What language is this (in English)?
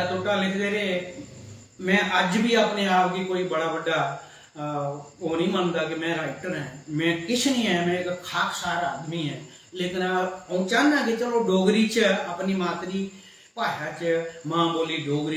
Dogri